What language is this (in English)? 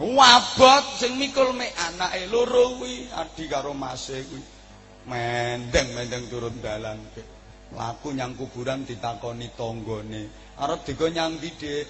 Javanese